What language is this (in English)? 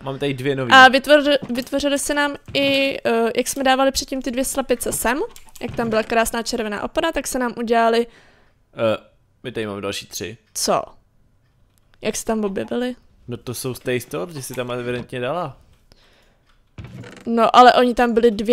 Czech